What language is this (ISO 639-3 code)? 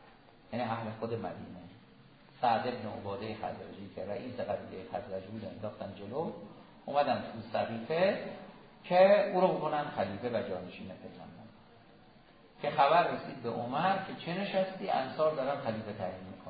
fas